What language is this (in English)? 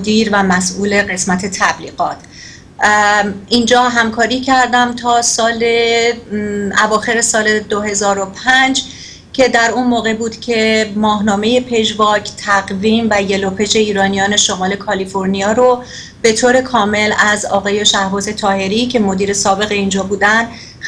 Persian